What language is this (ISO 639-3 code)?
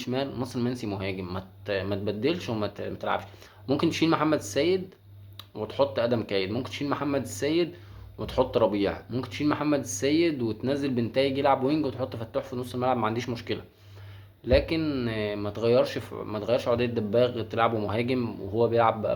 arz